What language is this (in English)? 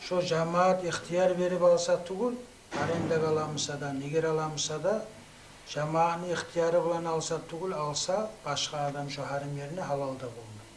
Kumyk